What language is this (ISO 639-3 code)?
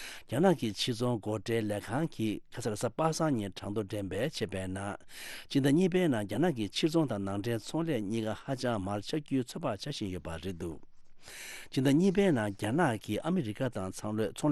bod